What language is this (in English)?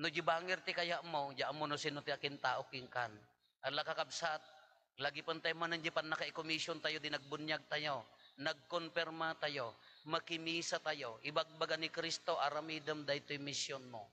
Iloko